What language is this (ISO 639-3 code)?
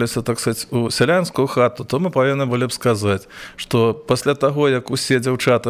bel